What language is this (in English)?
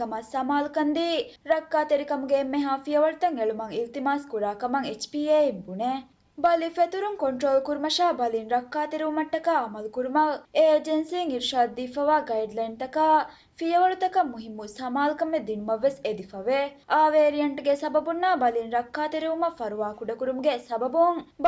Divehi